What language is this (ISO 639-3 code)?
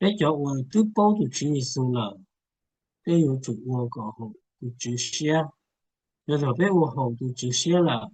hmn